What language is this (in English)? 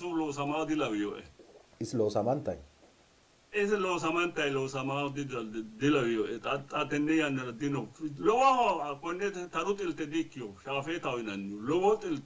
Sidamo